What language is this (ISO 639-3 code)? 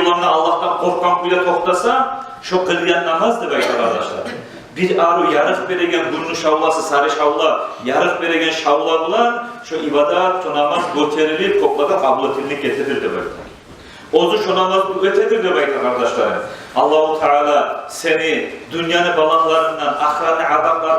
kum